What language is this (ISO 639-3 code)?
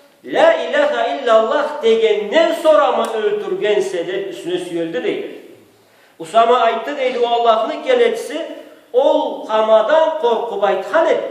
krc